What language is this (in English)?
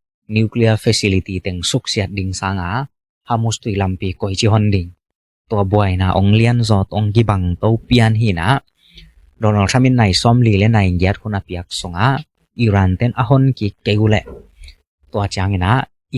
Tedim Chin